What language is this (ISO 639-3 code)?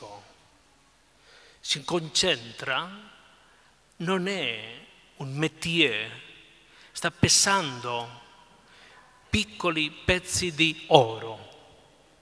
ita